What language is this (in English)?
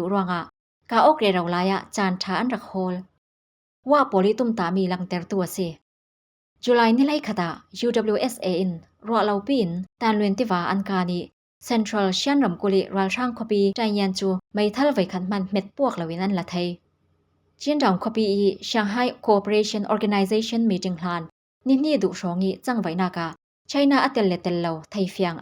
Falam Chin